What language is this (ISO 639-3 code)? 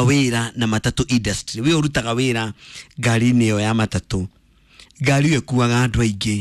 kik